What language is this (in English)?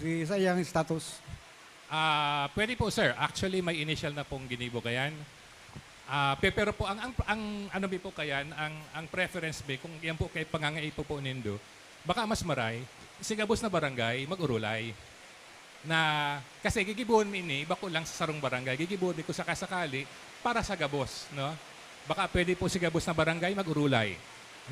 Bikol